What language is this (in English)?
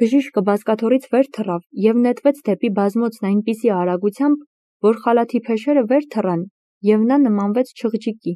Armenian